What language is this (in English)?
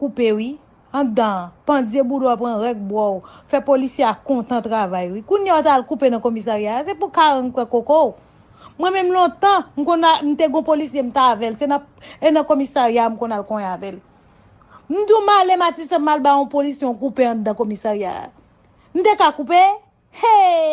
Haitian Creole